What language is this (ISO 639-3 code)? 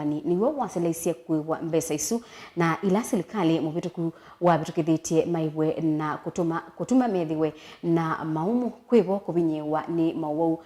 kam